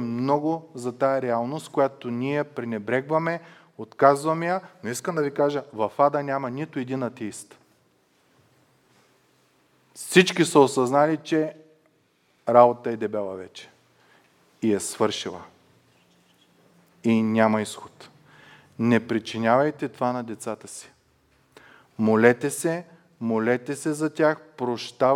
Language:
Bulgarian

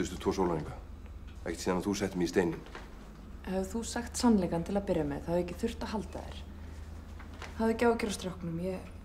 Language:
Icelandic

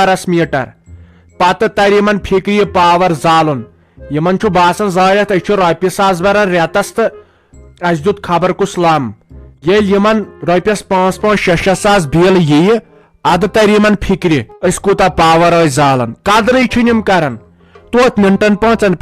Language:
Kashmiri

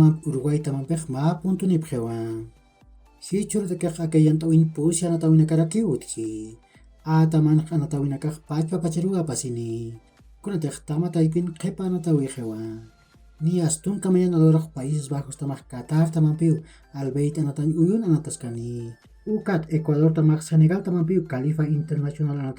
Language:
Aymara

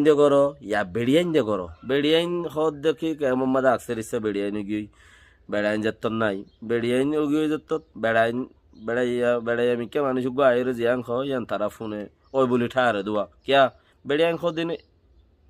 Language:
Rohingya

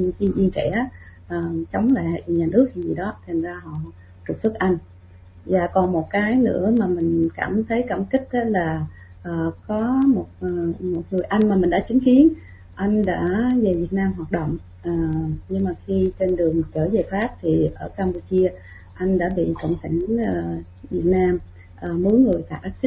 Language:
Vietnamese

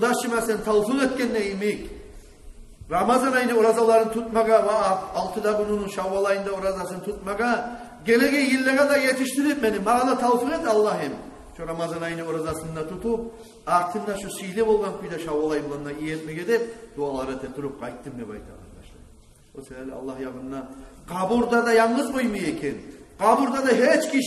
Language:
Kumyk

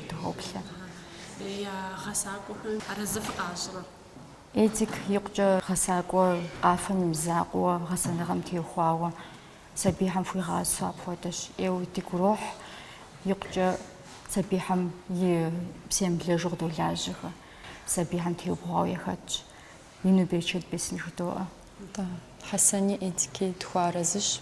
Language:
Kabardian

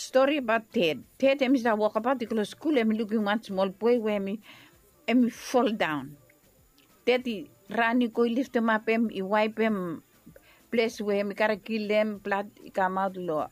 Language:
Bislama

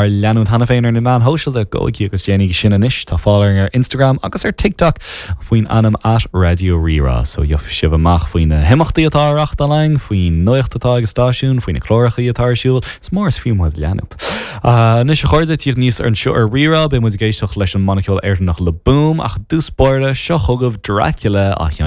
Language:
Irish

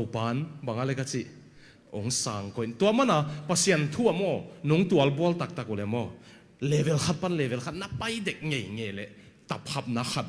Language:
Tedim Chin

